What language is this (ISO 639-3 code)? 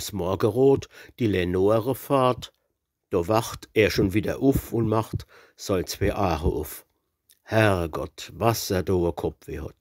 pfl